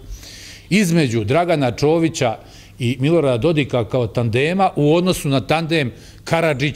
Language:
Bosnian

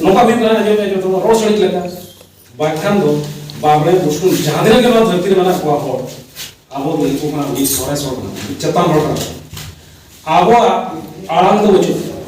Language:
Santali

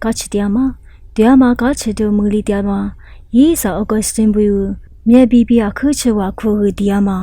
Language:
Lisu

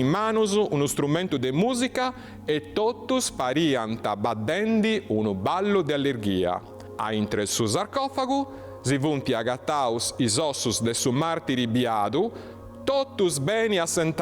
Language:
Sardinian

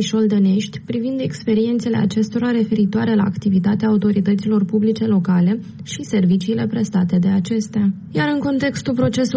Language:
Romanian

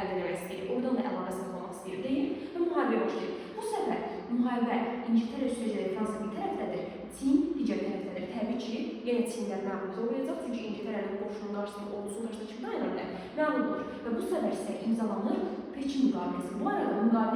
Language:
Azerbaijani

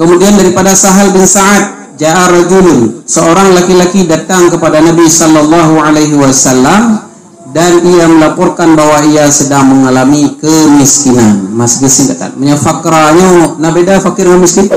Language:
Achinese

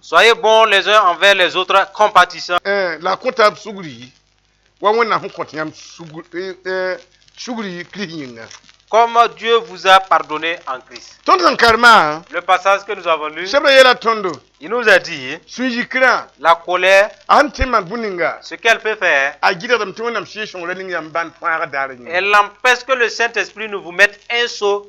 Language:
Mossi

